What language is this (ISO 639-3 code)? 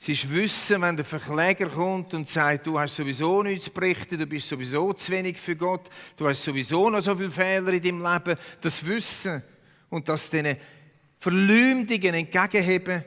gsw